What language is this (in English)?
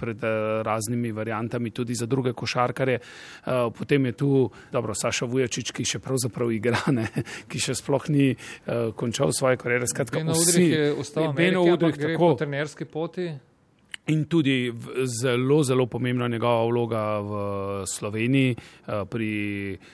Slovenian